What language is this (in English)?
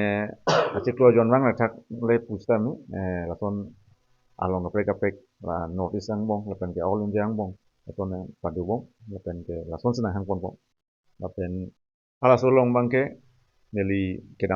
Karbi